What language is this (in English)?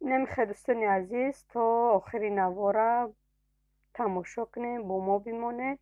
Tajik